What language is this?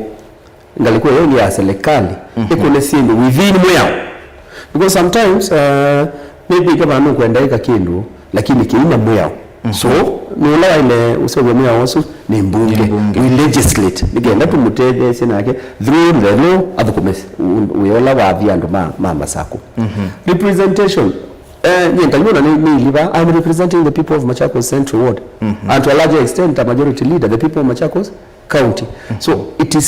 Kamba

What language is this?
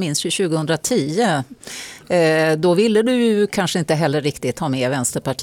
Swedish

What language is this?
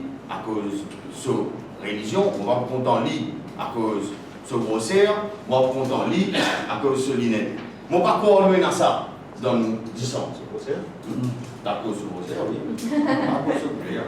Morisyen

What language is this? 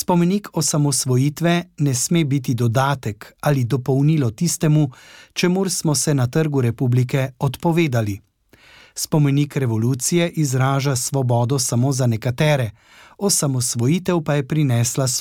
Slovenian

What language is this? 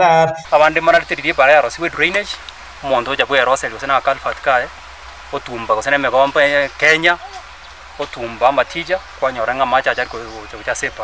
Gusii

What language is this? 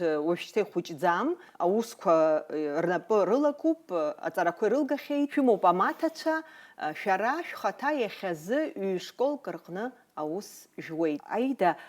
Abkhazian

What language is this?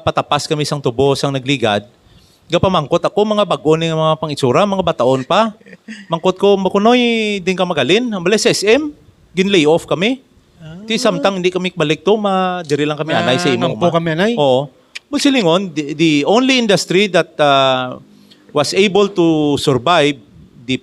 Hiligaynon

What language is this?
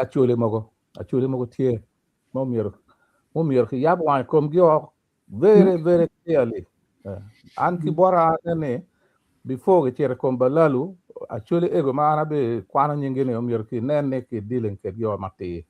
Acoli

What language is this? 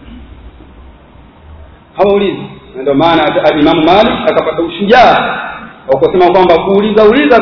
Swahili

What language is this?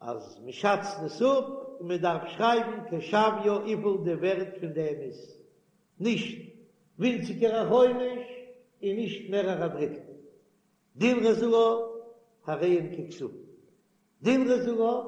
Yiddish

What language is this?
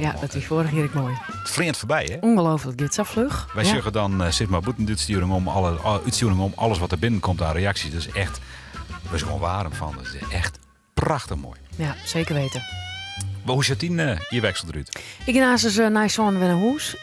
Western Frisian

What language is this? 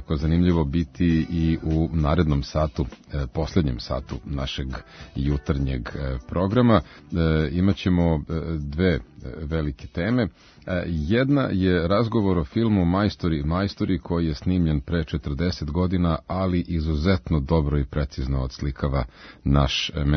Serbian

